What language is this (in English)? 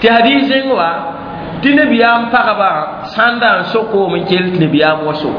Mossi